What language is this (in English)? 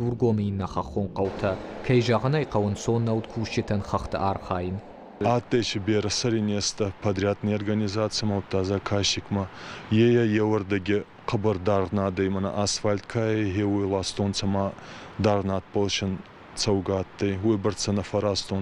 Ossetic